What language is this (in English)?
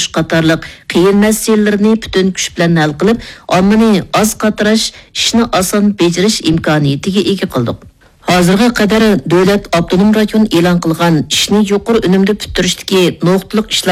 Uyghur